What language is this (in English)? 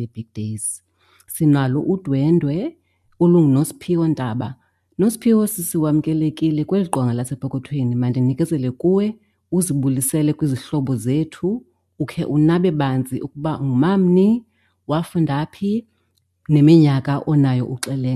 Xhosa